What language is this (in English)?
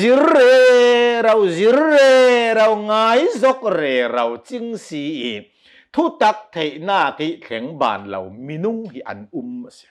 Hakha Chin